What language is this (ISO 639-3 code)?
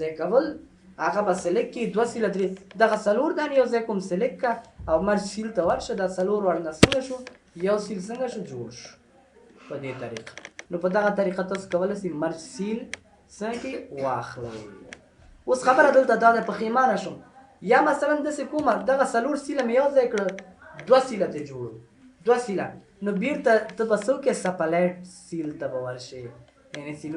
pus